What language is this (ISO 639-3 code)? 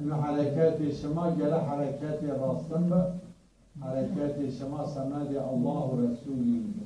zza